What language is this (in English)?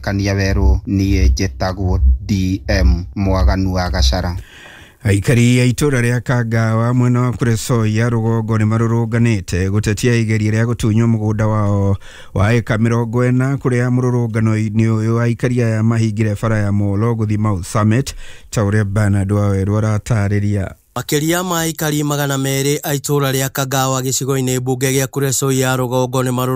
Kikuyu